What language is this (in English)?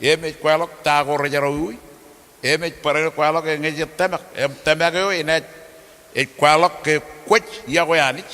Marshallese